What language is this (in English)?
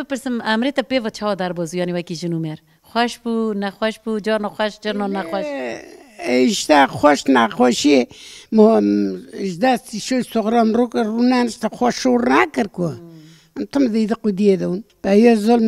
Kurdish